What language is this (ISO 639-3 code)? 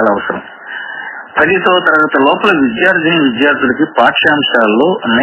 tel